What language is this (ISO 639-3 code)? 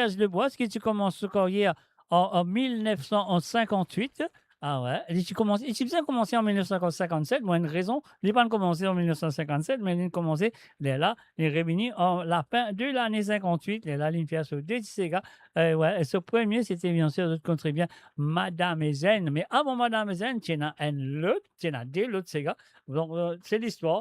mfe